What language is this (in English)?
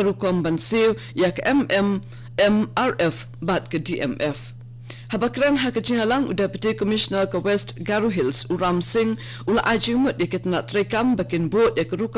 Khasi